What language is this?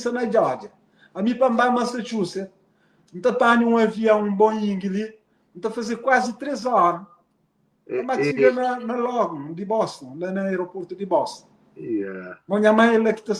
Kabuverdianu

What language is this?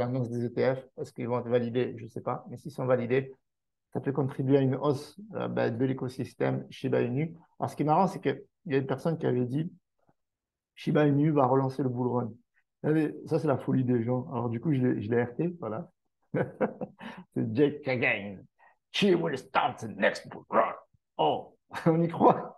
French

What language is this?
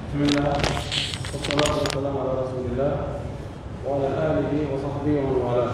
Pular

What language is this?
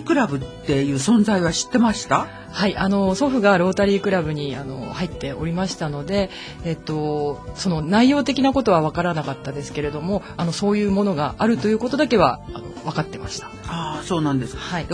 Japanese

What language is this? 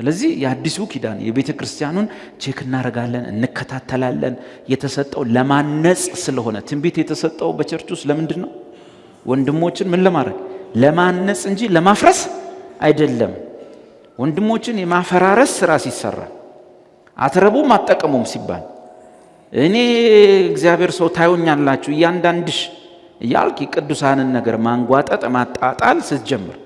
Amharic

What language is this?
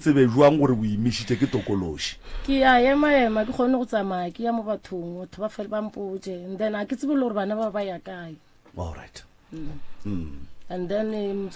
Northern Sotho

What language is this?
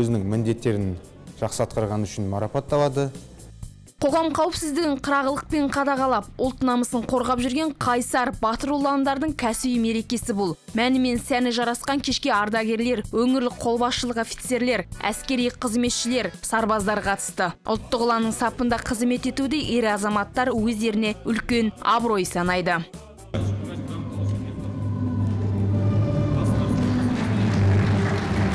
Kazakh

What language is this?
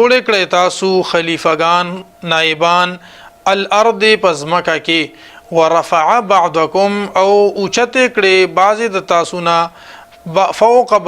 Pashto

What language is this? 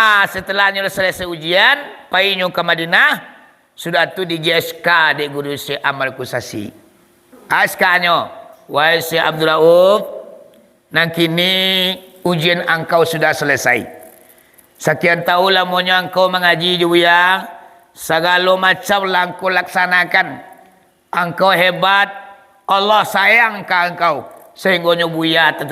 Minangkabau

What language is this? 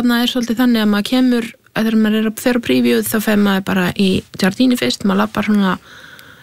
Icelandic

